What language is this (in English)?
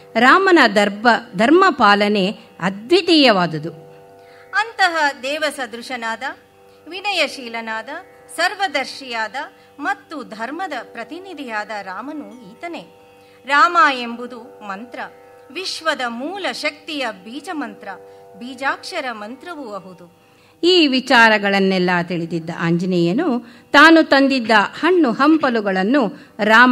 Kannada